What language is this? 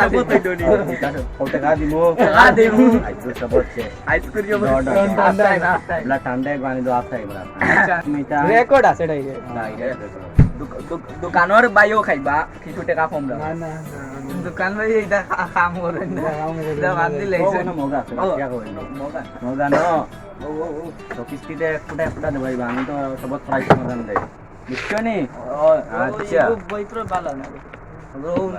Sylheti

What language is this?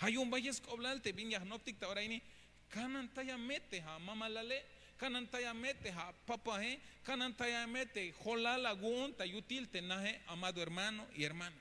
Tzeltal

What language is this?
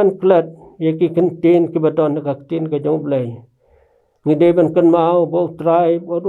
Khasi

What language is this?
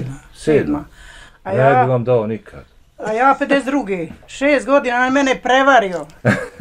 Bosnian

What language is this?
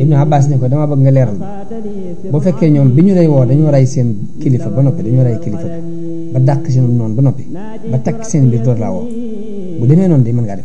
Wolof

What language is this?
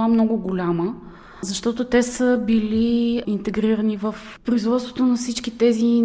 Bulgarian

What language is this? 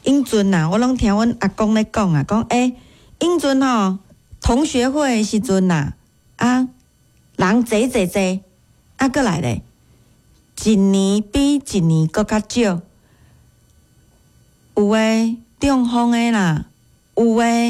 Min Nan Chinese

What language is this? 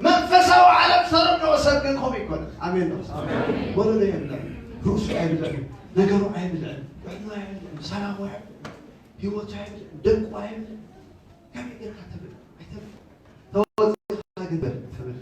Tigrinya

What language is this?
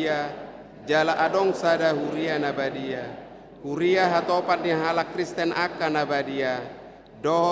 Batak Toba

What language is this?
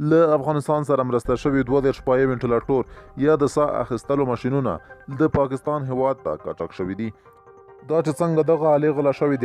Pashto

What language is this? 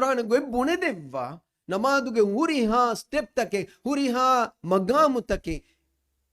Divehi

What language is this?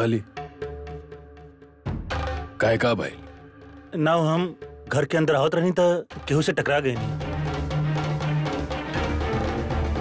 Bhojpuri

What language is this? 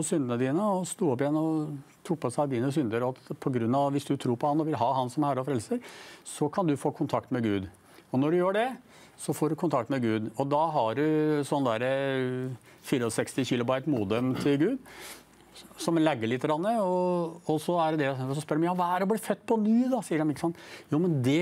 Norwegian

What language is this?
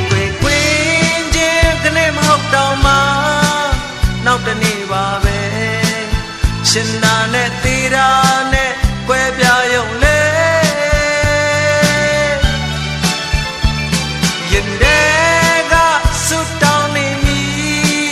Burmese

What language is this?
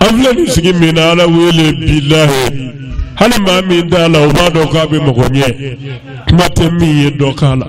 Bambara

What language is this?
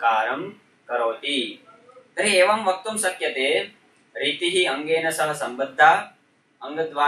Sanskrit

